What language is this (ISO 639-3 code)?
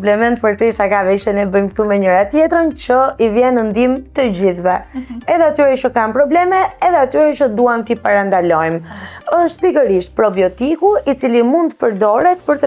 sqi